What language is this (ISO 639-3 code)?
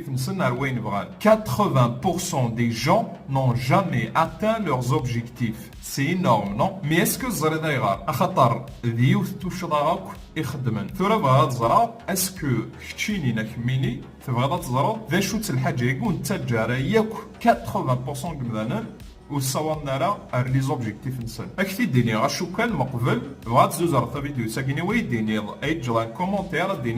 kab